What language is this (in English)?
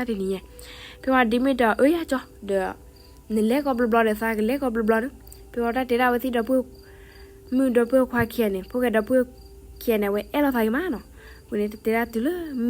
S'gaw Karen